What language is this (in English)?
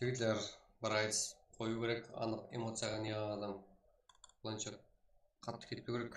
Kara-Kalpak